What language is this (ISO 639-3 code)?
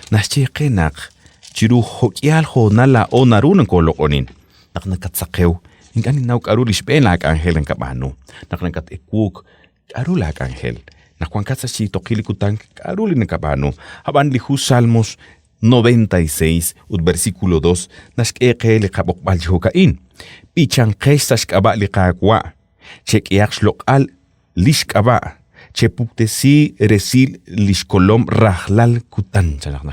kek